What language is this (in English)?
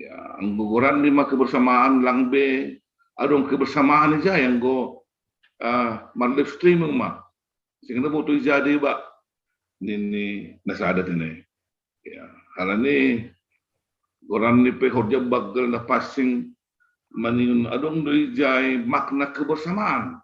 Batak Simalungun